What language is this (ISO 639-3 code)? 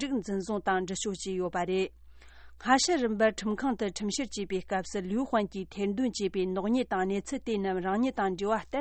bod